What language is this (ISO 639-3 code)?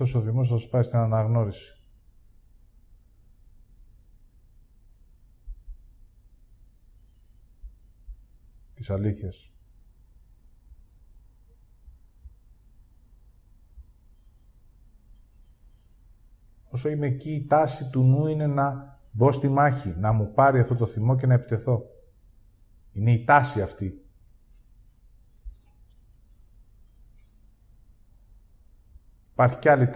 ell